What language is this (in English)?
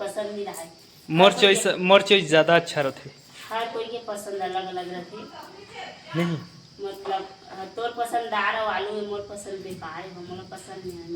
Chhattisgarhi